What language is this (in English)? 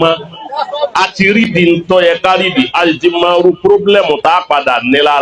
Yoruba